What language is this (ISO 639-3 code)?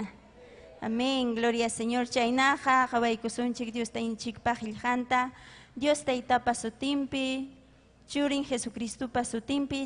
quy